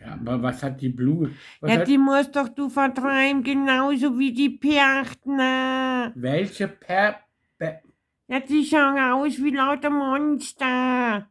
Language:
Bavarian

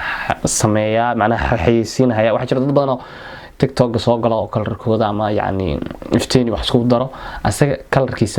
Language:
Somali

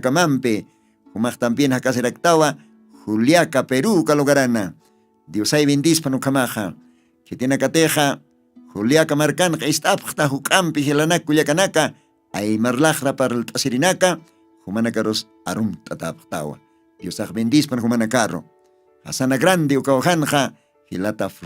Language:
Aymara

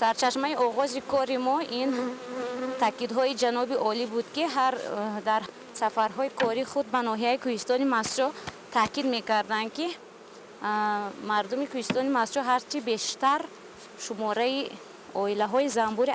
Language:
Tajik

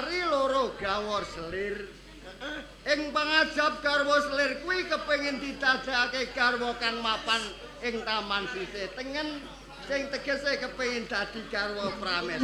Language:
Javanese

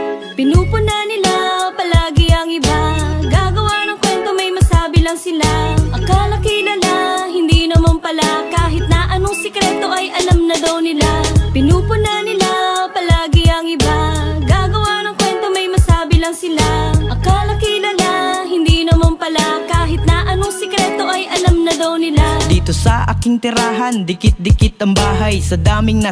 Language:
Filipino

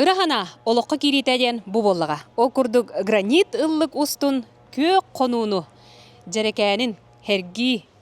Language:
Yakut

